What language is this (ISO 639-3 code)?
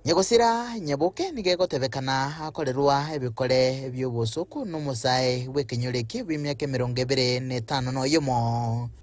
guz